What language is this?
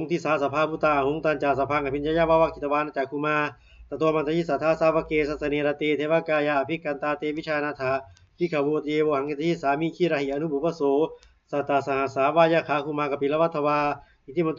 Pali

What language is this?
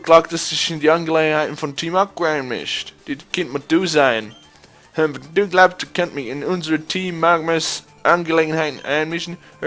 Swiss German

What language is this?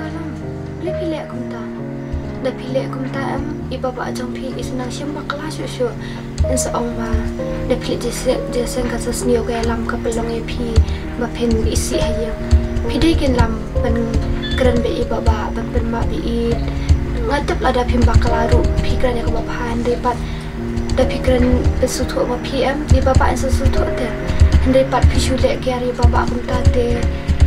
Khasi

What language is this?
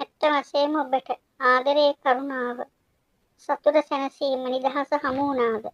Sinhala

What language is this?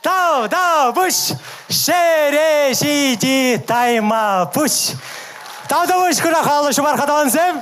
Chuvash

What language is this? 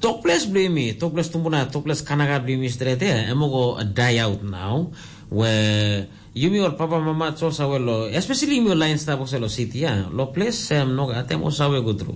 Tok Pisin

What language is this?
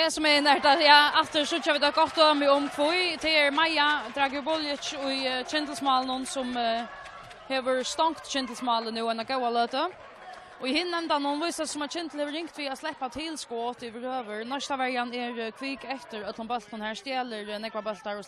Faroese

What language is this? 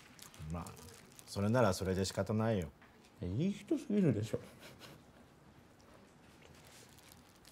Japanese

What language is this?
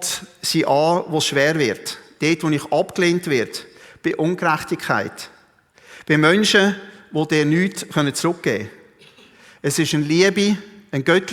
Swiss German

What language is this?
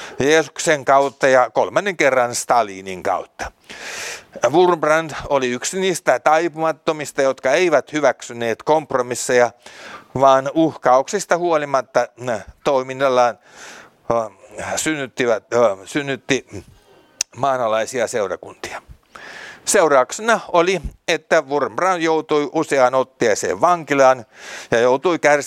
Finnish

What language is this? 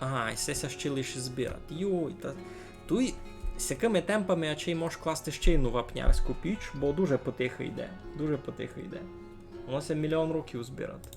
Rusyn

